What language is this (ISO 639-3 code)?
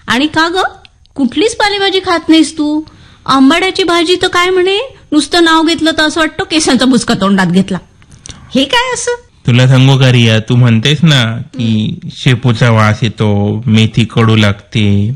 mar